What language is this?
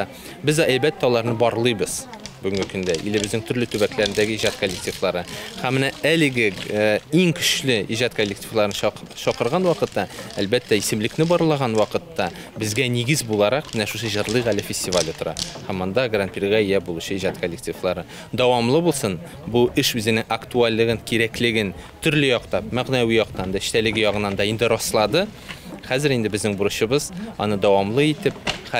Tatar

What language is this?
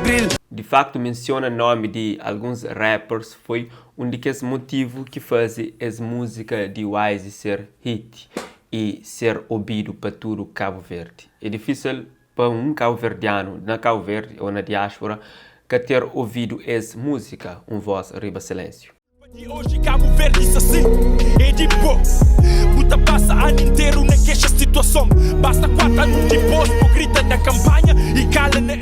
Kabuverdianu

